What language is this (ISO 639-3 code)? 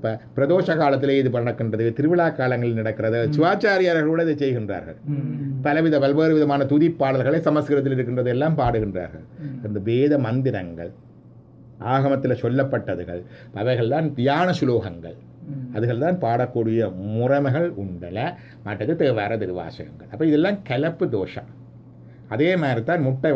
tam